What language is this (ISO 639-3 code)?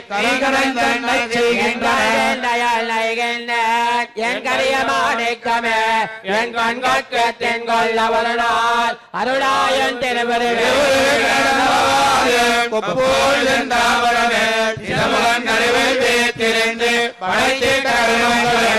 tam